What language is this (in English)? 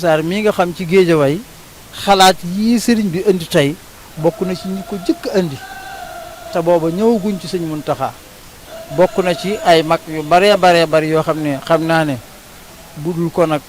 Wolof